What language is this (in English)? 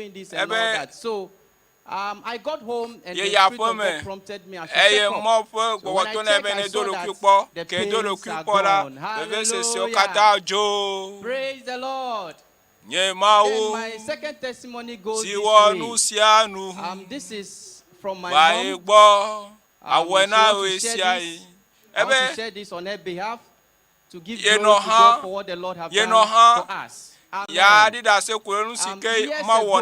Ewe